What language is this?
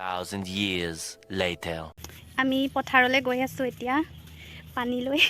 Assamese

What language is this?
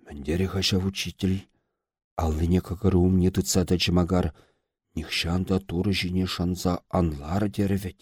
Chuvash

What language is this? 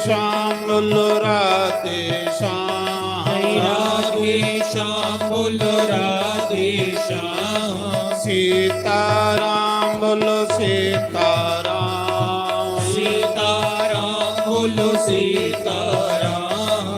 Dogri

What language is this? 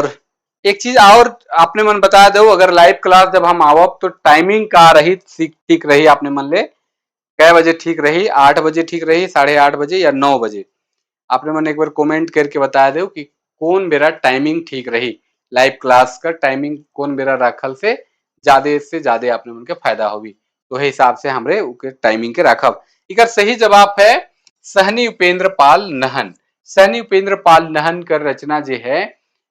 Sadri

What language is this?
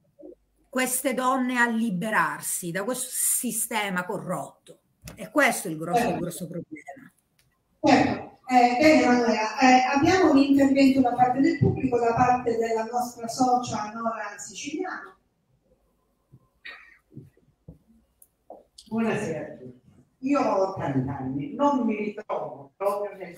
Italian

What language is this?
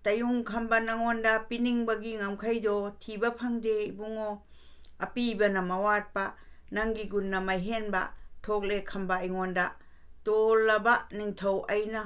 Manipuri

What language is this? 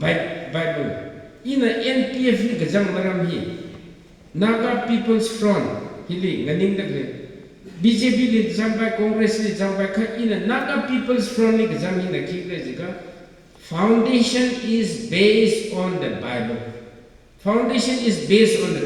Tangkhul Naga (India)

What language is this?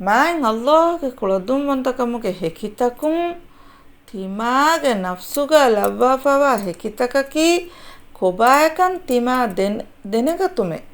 Divehi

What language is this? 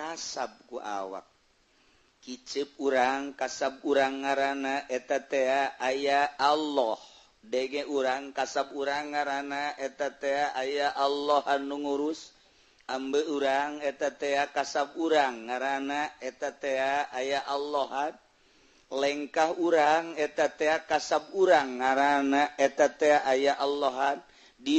Sundanese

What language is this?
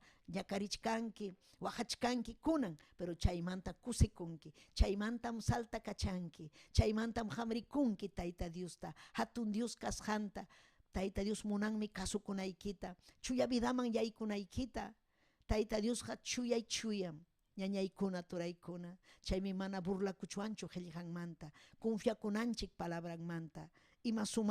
Ayacucho Quechua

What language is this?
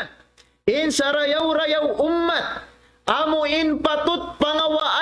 Tausug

